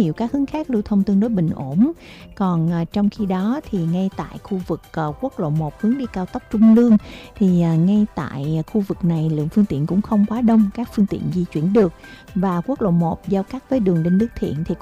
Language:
Vietnamese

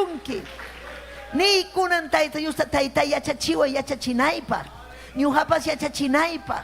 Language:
Ayacucho Quechua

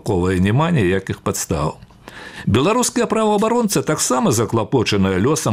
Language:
Belarusian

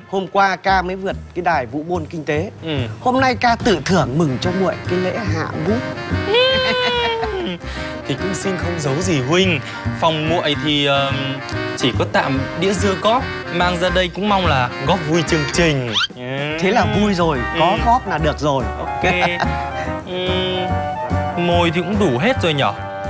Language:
Vietnamese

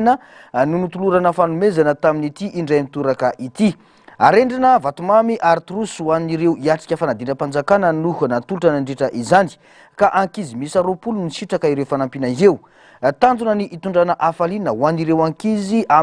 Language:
Malagasy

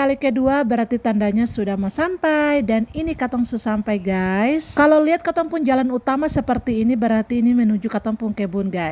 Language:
Ambonese Malay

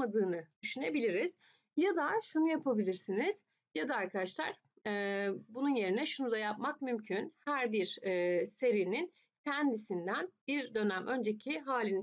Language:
Turkish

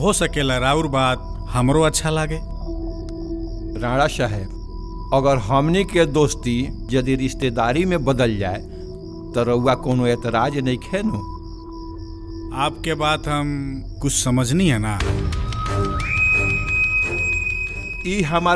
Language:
Bhojpuri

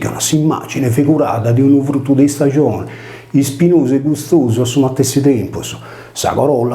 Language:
Sardinian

